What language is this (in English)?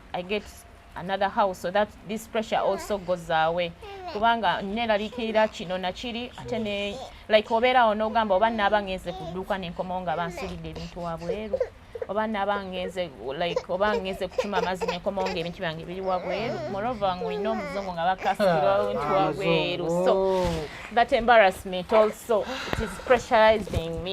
Ganda